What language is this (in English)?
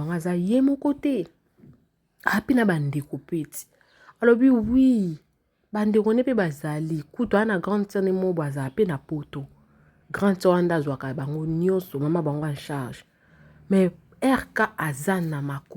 Lingala